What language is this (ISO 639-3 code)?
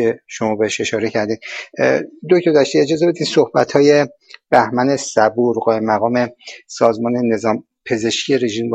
fas